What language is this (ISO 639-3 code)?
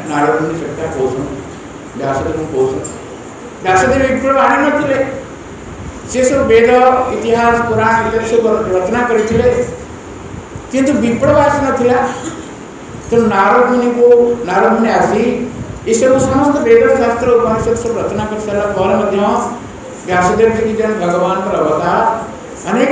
ori